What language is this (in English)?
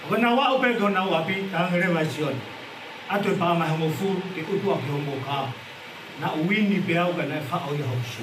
Tongan